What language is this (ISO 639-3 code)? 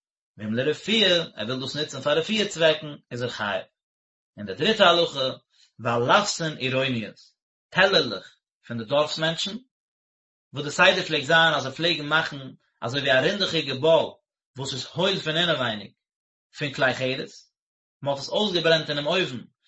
yid